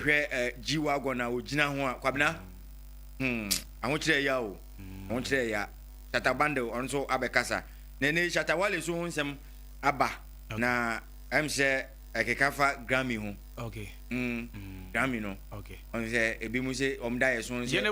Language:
Akan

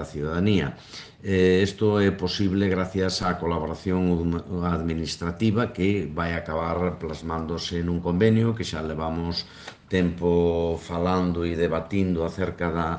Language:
Galician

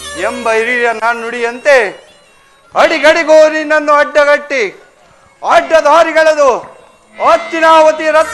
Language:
Kannada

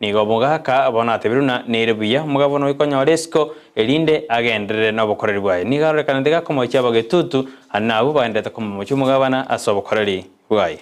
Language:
Gusii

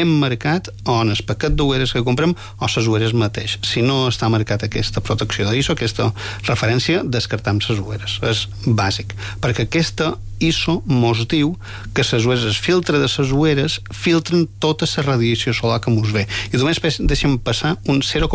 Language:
Catalan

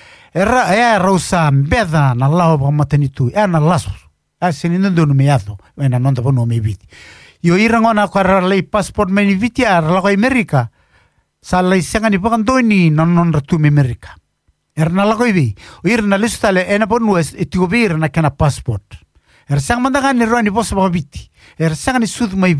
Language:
Fijian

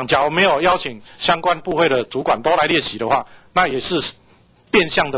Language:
Chinese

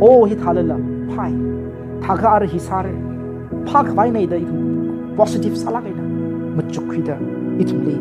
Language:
Tangkhul Naga (India)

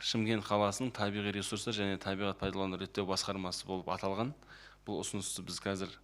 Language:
Kazakh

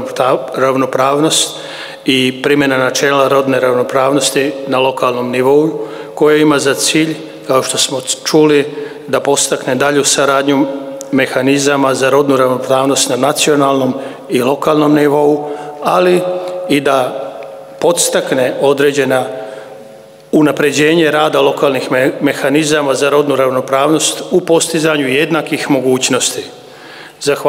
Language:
Serbian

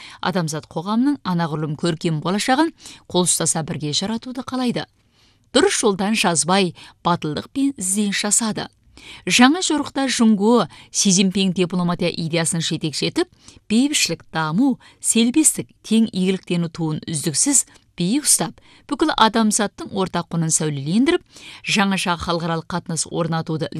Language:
Kazakh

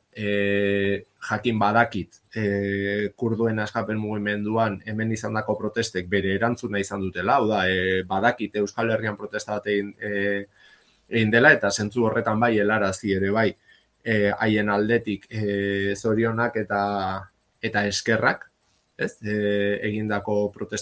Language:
Basque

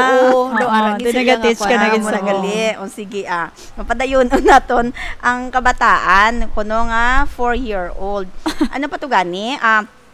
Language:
Hiligaynon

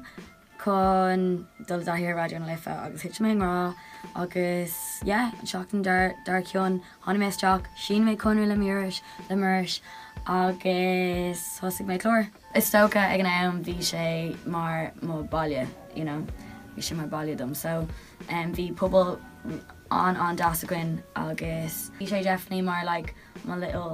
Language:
Irish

